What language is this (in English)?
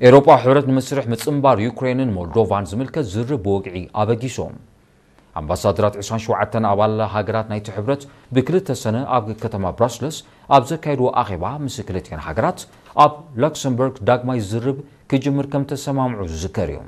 Tigrinya